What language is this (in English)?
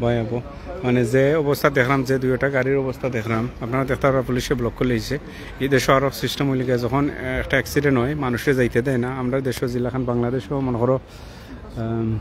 Sylheti